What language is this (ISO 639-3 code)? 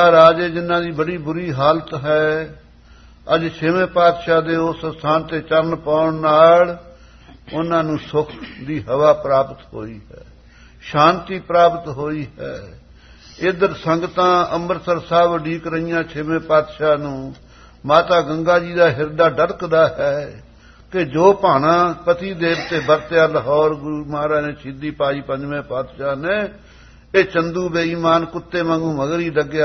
pan